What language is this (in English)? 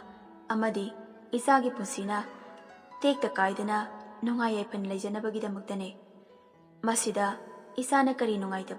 Manipuri